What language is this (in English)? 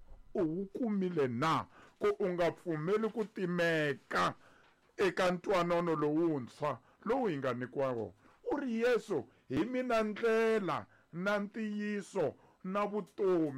Tsonga